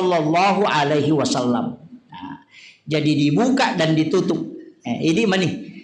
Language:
Buginese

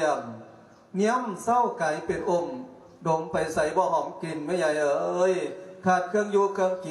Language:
Lao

